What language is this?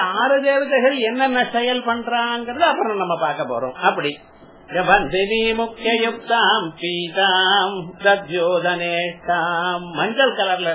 Tamil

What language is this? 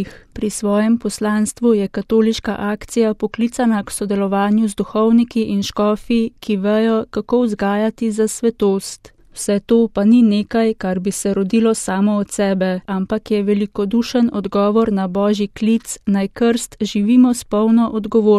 Slovenian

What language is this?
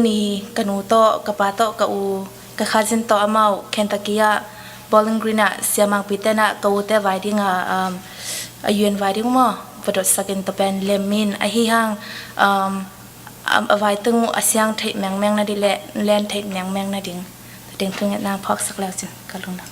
Tedim Chin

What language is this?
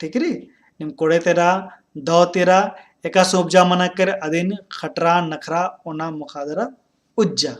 Kurukh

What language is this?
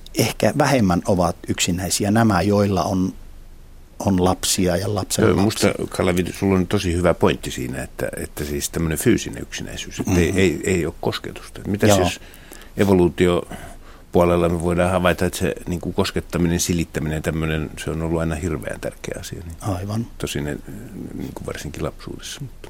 Finnish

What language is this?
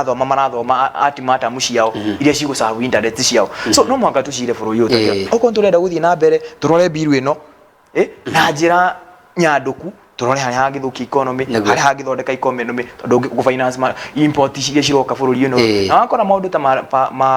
Kikuyu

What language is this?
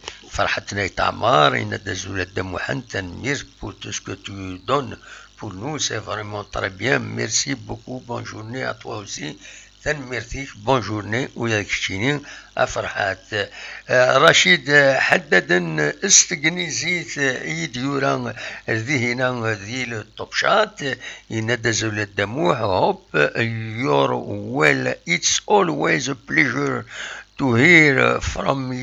Kabyle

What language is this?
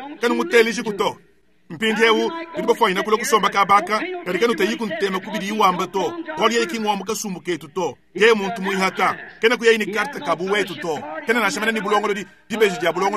Luba-Lulua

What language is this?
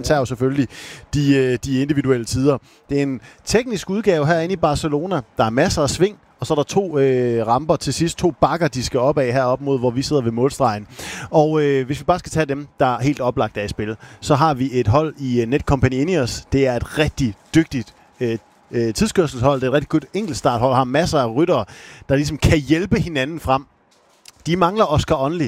Danish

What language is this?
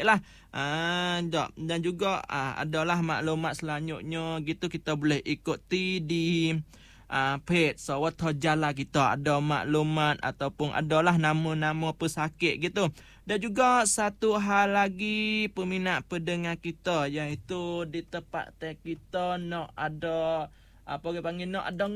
Malay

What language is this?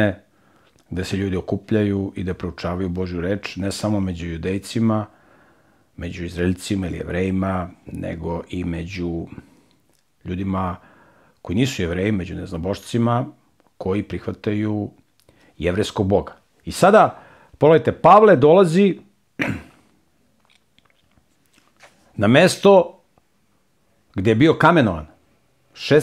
Serbian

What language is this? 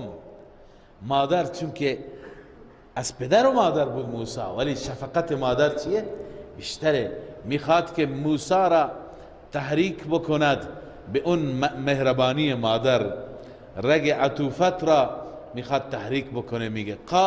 Persian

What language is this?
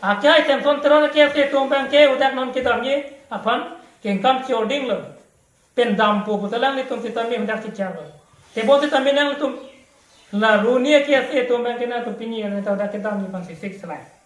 Karbi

